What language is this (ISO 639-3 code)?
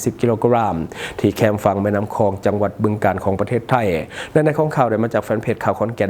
lao